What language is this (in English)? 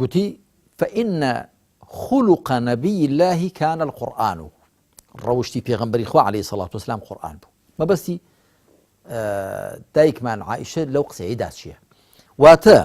Central Kurdish